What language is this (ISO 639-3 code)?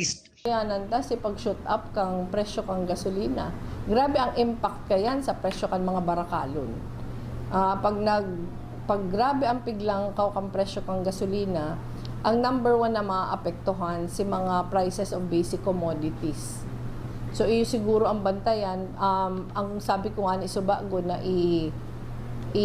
bik